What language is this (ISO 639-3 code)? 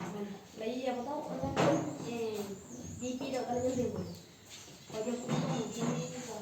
grn